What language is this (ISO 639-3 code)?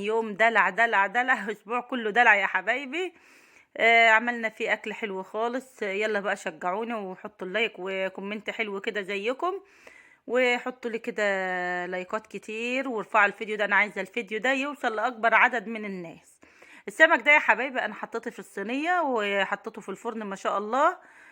arz